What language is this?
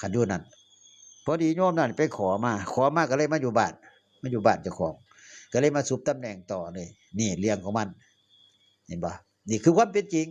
Northeastern Thai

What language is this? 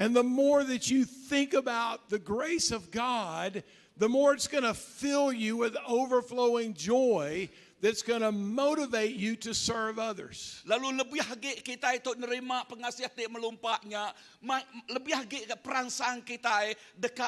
Iban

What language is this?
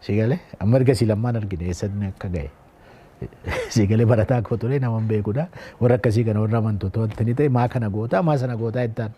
Oromo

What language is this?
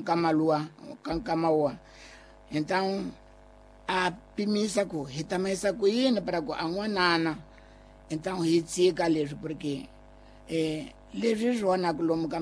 Tsonga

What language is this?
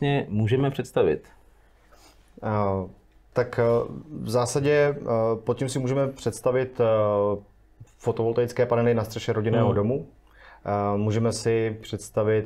Czech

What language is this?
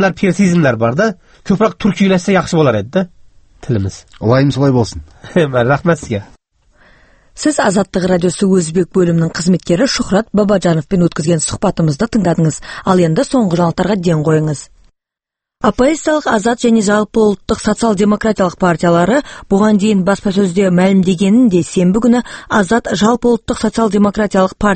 Kazakh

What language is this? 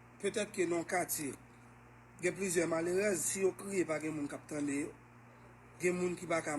Haitian Creole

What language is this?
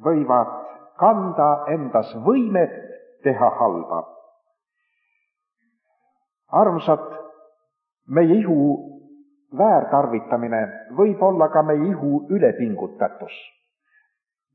Estonian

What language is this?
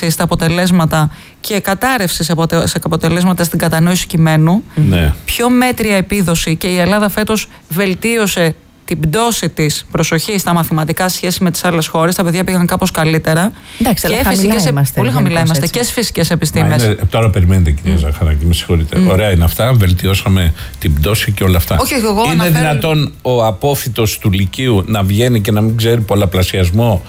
Greek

